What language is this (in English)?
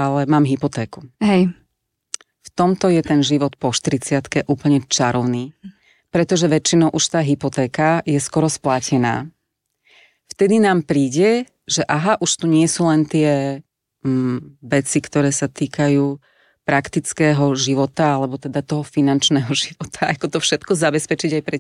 Slovak